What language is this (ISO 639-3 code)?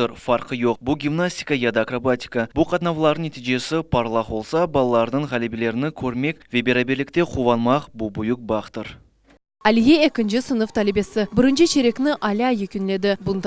crh